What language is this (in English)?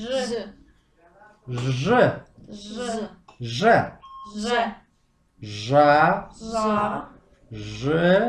Kabardian